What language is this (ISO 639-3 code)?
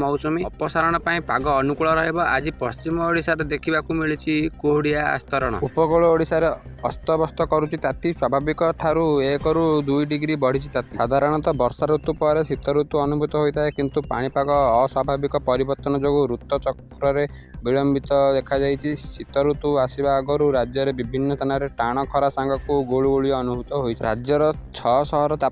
ori